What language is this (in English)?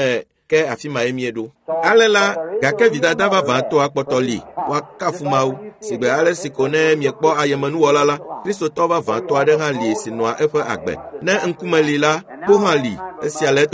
Ewe